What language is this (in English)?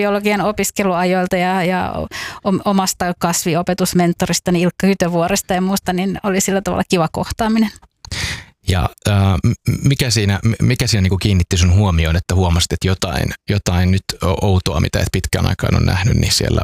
Finnish